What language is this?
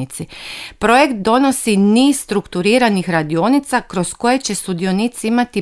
Croatian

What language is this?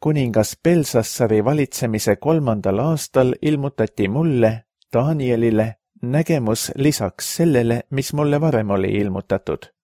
Estonian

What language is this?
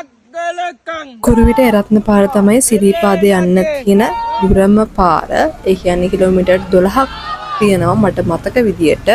Sinhala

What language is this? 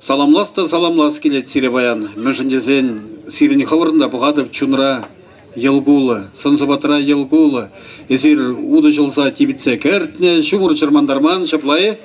Chuvash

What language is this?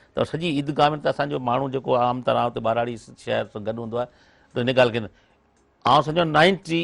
Sindhi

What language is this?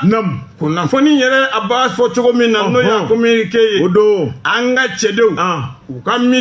Bambara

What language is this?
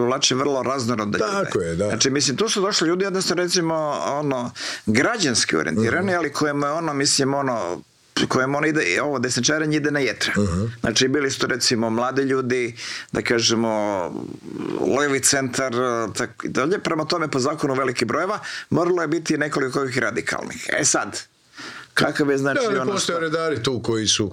Croatian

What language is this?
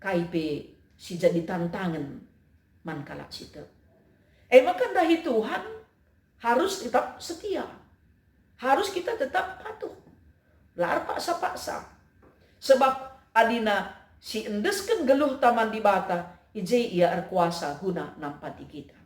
Batak Karo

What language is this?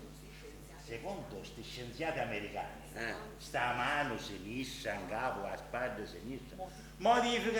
Sicilian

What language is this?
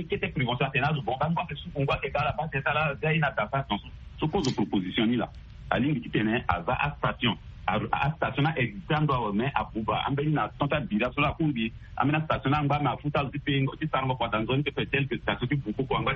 Sango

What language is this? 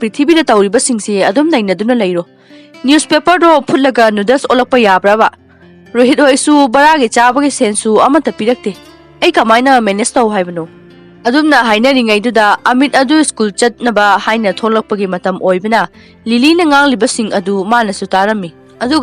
Manipuri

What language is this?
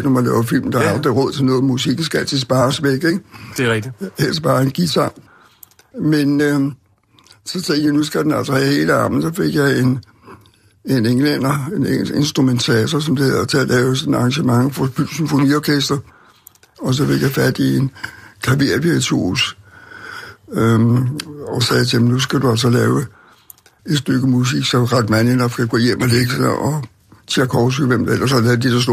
Danish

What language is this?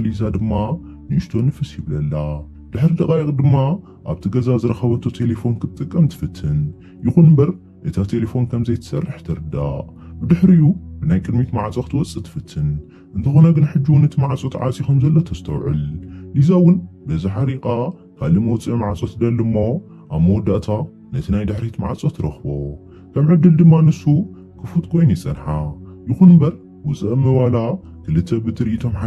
Tigrinya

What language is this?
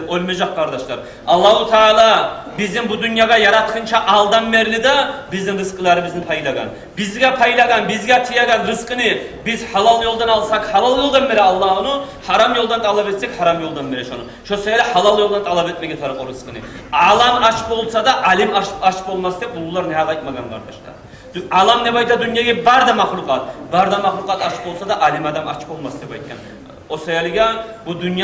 Kumyk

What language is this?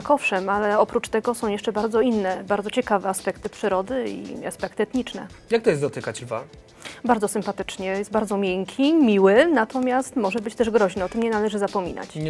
Polish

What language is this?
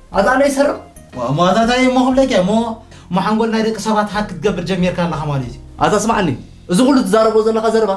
Tigrinya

